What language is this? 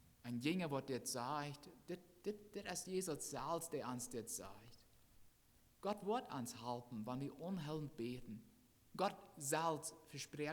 Plautdietsch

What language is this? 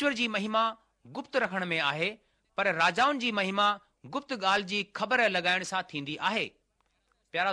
Sindhi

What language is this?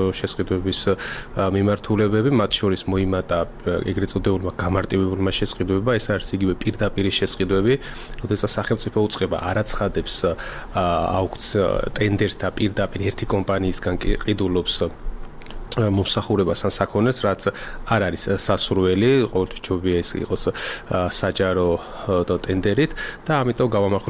Georgian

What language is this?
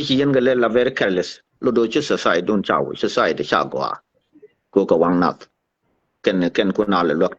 Nuer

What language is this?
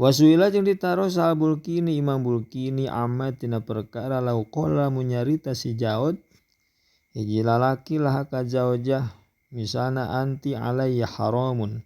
Sundanese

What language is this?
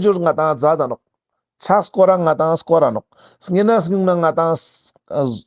Ladakhi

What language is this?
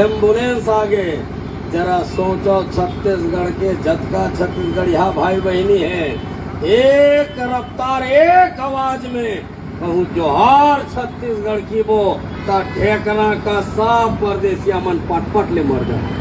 Chhattisgarhi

